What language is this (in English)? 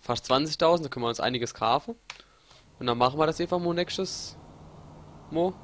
Palatine German